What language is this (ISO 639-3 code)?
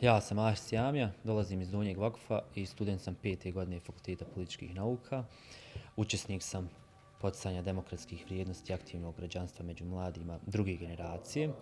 bos